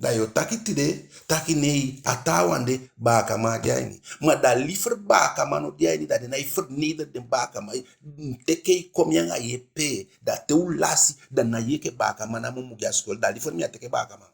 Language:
Eastern Maroon Creole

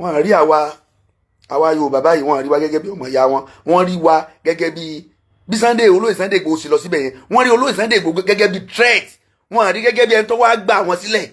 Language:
Yoruba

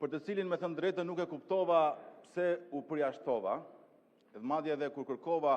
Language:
Albanian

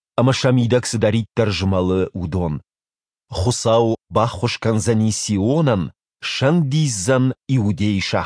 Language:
Ossetic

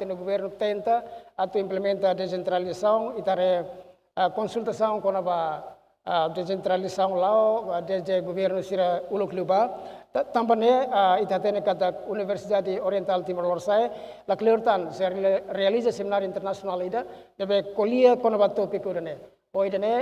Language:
Tetum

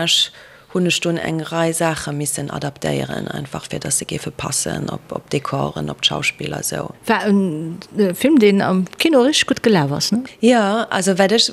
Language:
Luxembourgish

